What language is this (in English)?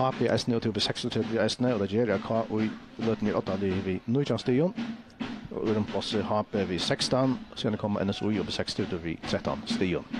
Faroese